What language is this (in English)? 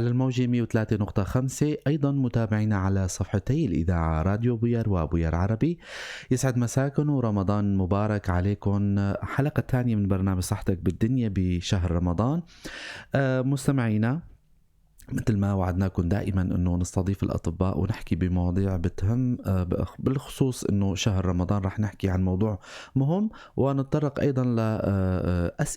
North Levantine Arabic